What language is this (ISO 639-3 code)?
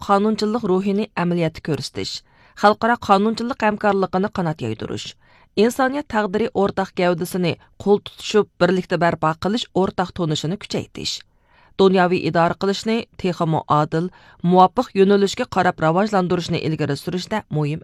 uig